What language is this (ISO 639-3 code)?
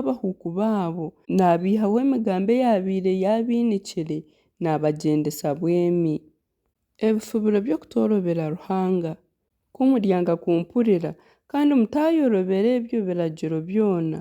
nyn